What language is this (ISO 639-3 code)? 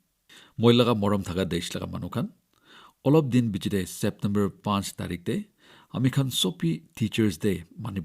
nag